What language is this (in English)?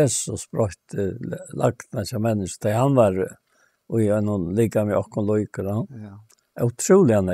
Faroese